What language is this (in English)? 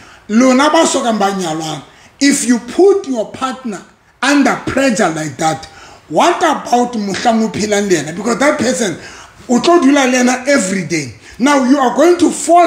Southern Sotho